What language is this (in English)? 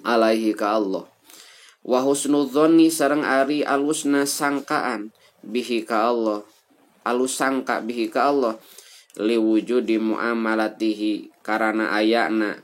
Sundanese